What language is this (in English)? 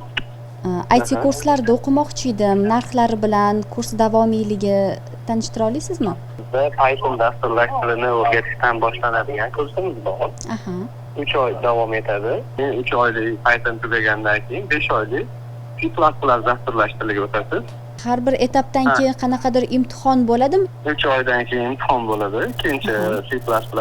Uzbek